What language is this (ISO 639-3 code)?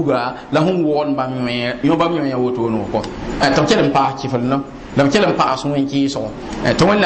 mos